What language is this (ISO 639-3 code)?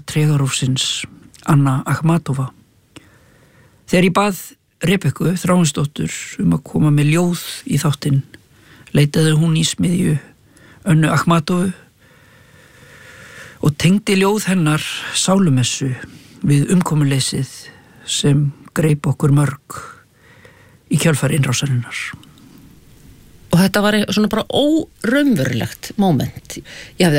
isl